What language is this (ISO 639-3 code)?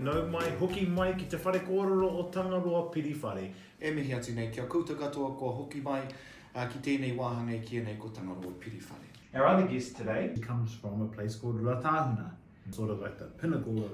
mri